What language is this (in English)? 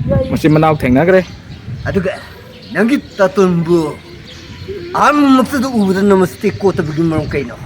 Manipuri